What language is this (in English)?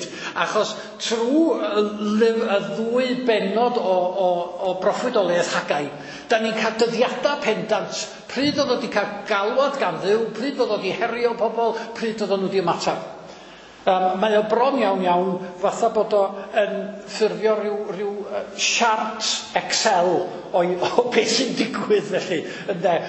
Welsh